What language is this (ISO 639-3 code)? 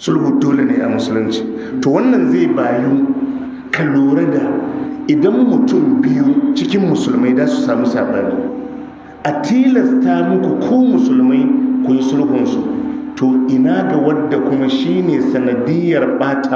hau